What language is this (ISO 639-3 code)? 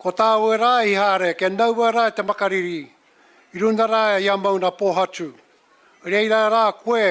mri